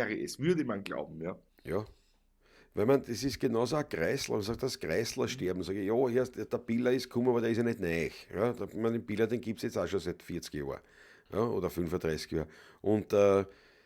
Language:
Bavarian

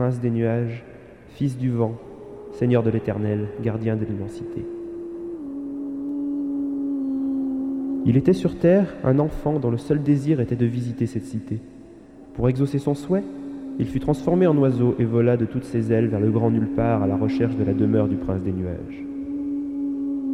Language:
French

